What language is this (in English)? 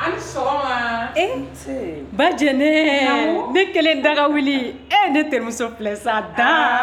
Bambara